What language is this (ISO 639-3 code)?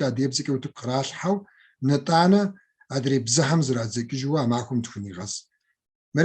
kbd